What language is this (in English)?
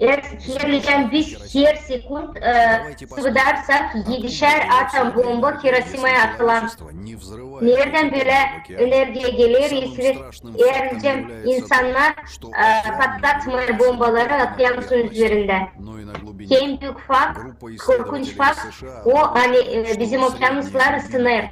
Gagauz